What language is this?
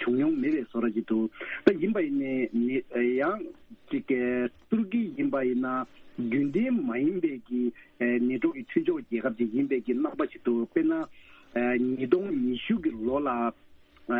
Tibetan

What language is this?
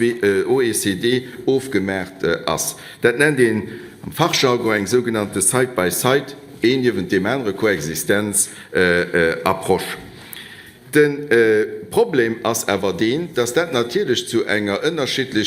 Luxembourgish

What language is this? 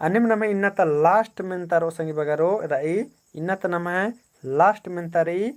Kurukh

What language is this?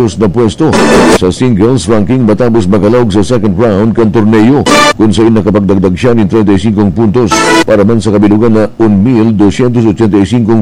Bikol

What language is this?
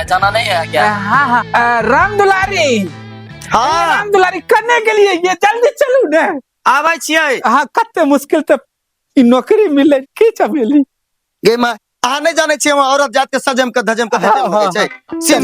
Maithili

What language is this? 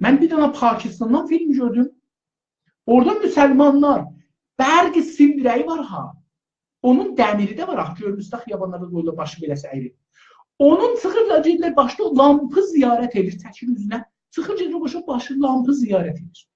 South Azerbaijani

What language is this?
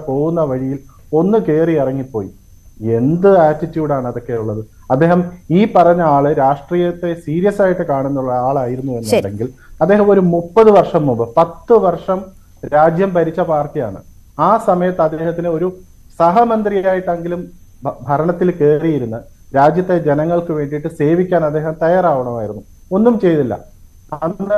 Malayalam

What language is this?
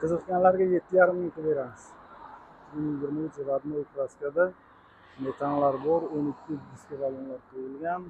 Uzbek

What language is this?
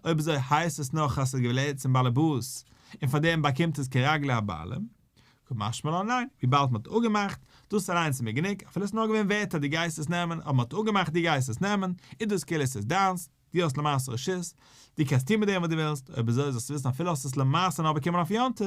Yiddish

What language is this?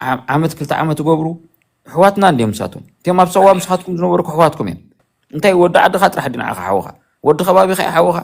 Tigrinya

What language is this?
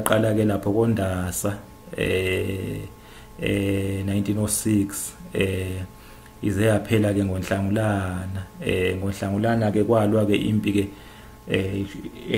Zulu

